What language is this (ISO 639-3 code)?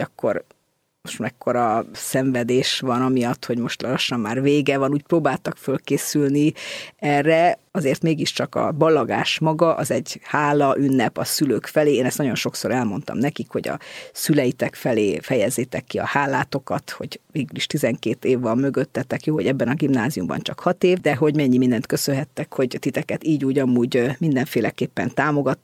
hun